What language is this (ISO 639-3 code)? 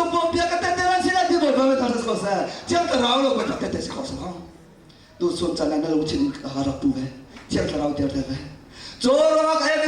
cnh